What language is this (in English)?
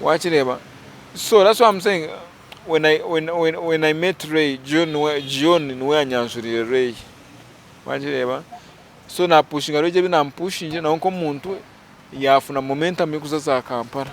Nyankole